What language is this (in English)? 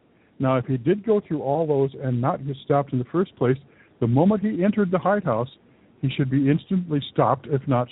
English